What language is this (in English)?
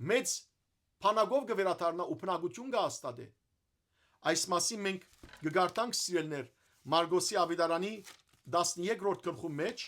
Western Armenian